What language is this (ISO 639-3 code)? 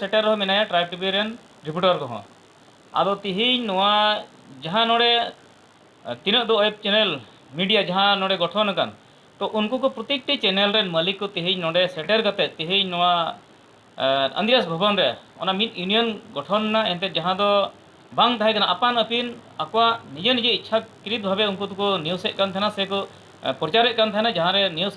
sat